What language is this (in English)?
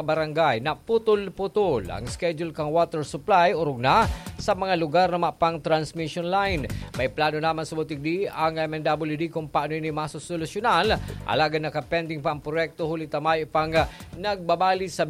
Bikol